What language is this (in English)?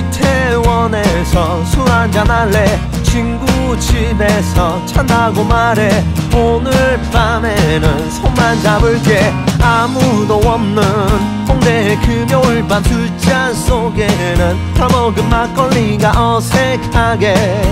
Korean